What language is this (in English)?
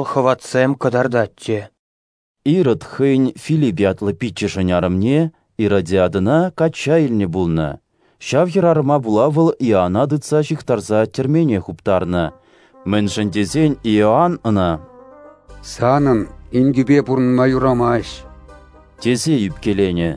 Chuvash